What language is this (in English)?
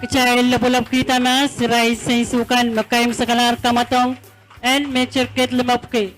Pohnpeian